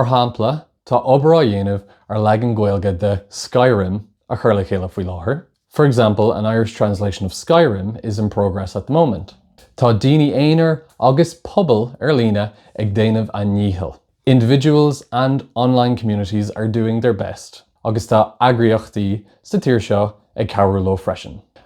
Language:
Irish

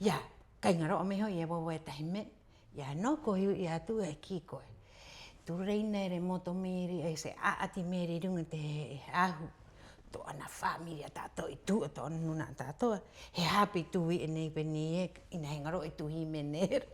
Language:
Rapanui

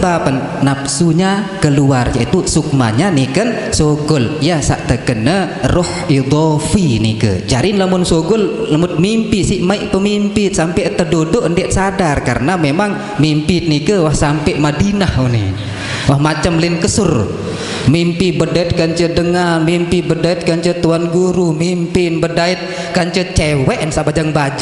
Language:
Sasak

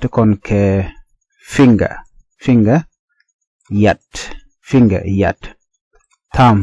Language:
Nuer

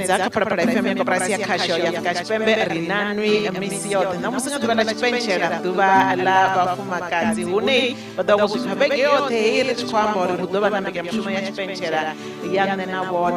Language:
Venda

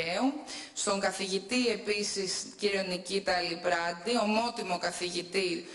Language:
Greek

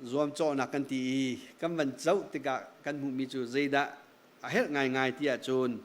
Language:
Hakha Chin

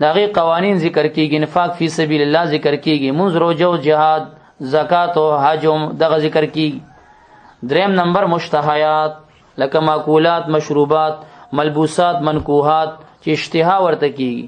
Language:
Pashto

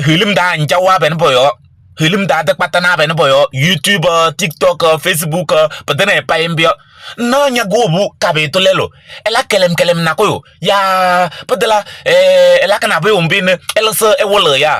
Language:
Kabiyè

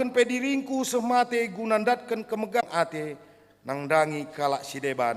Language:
Batak Karo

